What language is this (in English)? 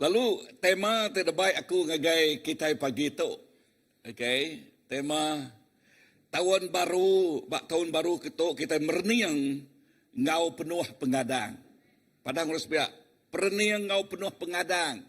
Iban